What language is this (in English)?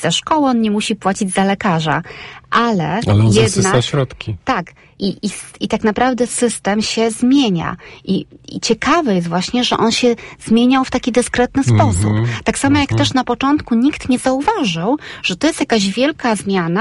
Polish